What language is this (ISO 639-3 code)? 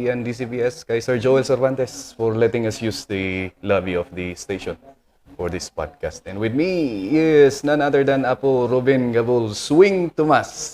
kne